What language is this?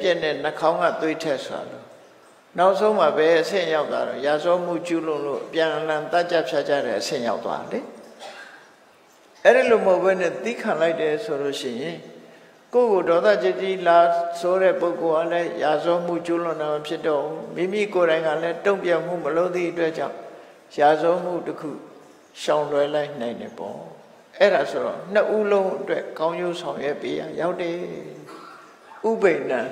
Burmese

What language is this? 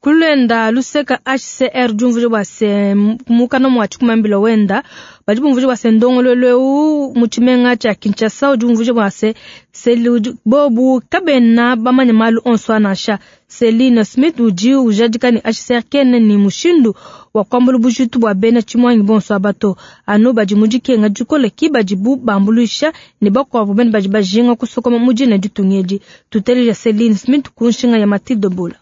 Luba-Lulua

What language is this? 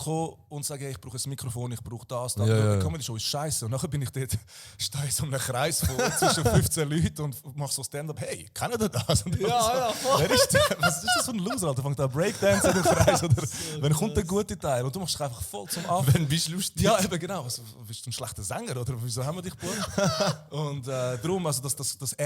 Swiss German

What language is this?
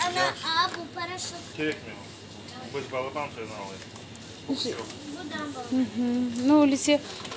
Crimean Tatar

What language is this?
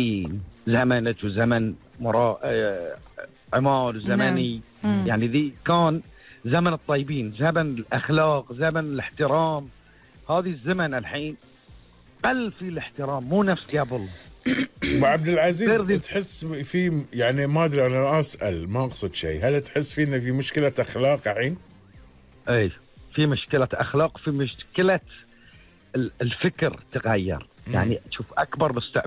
Gulf Arabic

